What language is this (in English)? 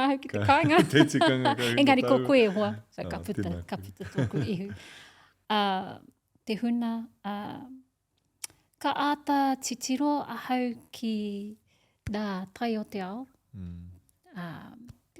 Māori